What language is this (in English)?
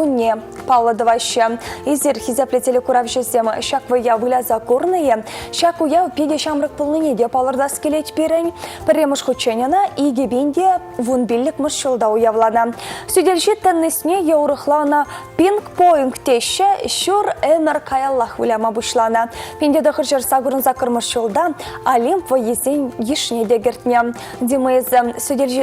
Chuvash